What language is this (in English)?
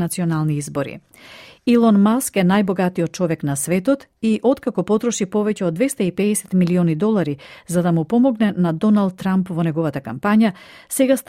Macedonian